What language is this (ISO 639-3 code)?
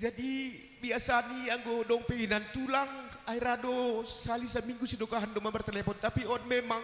bts